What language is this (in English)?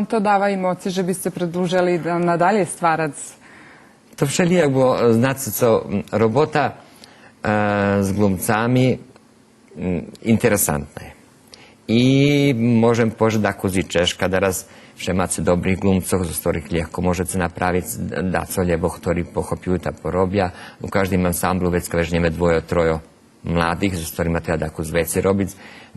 Rusyn